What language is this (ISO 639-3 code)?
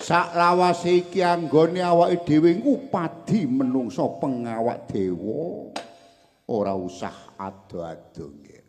jav